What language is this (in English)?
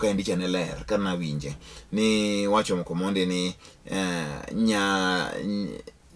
Luo (Kenya and Tanzania)